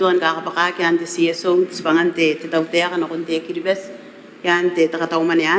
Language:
Gilbertese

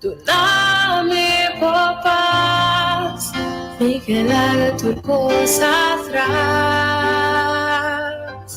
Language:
Papiamento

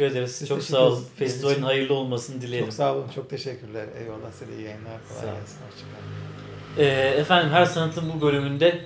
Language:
Turkish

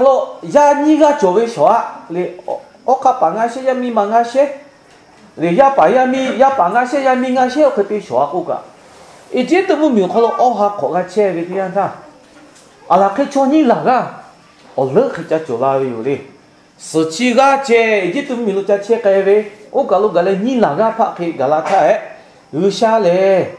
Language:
Lahu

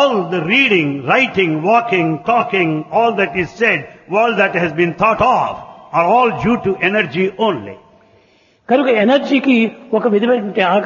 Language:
Telugu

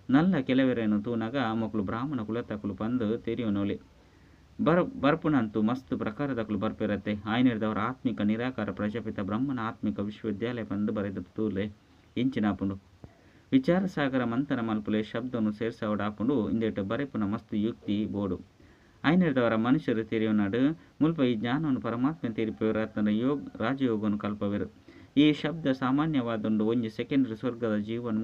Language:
Tulu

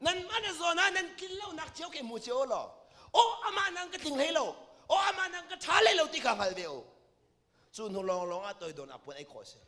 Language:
Hakha Chin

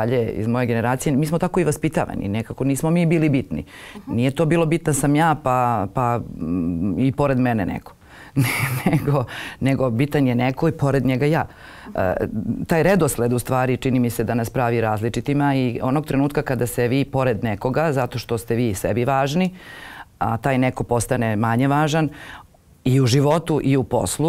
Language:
Serbian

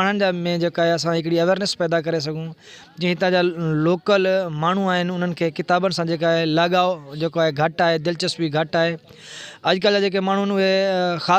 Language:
Sindhi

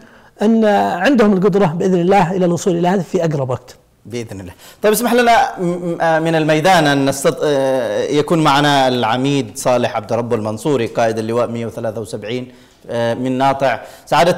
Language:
Arabic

